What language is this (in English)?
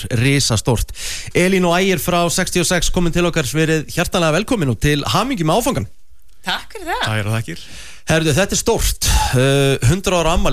Icelandic